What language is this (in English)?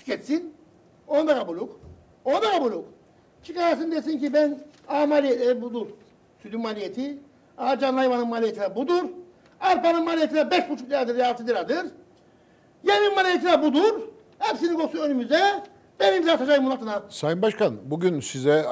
Turkish